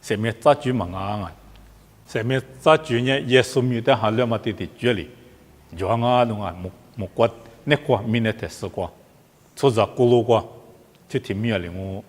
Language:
Lisu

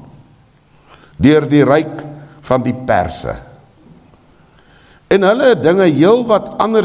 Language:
Afrikaans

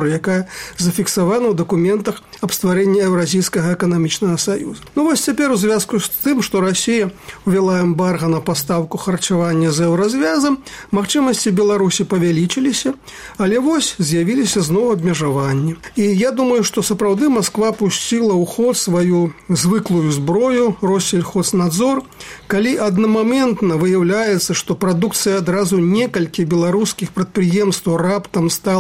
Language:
Belarusian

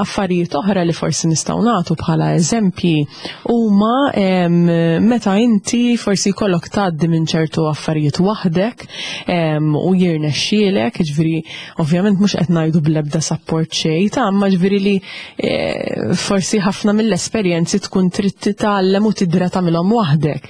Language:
Maltese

